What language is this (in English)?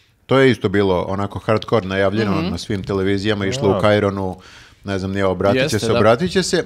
Serbian